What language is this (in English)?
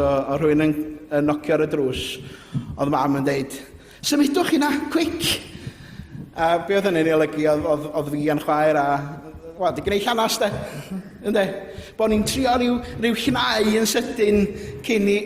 Welsh